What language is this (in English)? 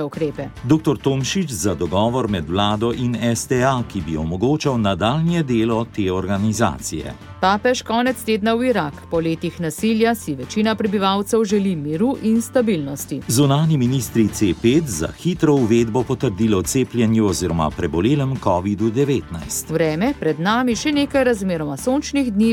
Slovenian